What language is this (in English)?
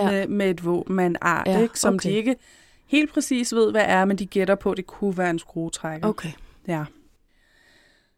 Danish